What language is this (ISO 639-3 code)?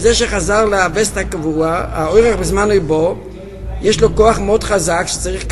heb